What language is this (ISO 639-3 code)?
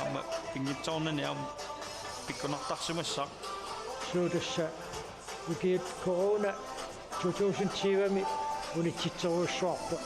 kal